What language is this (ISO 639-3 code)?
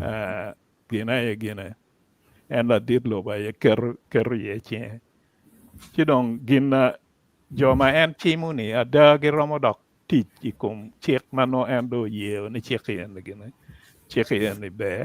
ach